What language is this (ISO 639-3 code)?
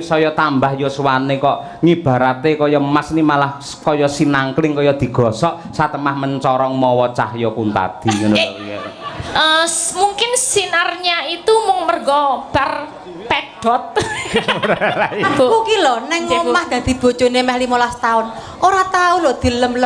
jav